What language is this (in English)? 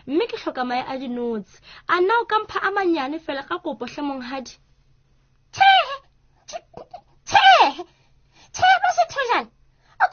Southern Sotho